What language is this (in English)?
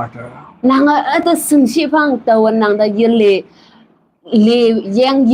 Konyak Naga